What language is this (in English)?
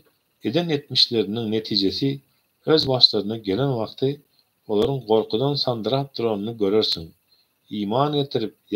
Turkmen